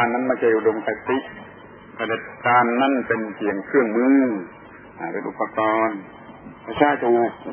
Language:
Thai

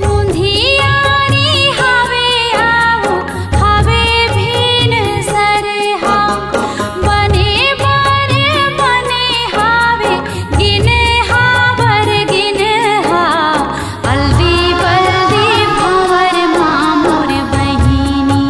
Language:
Chhattisgarhi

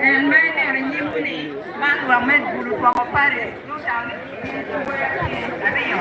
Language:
Acoli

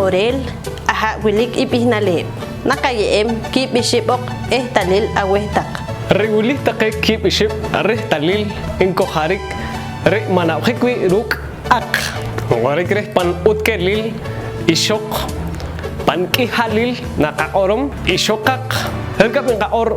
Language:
Poqomchi'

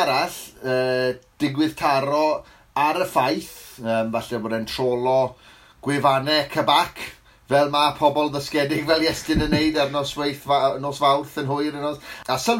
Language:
Welsh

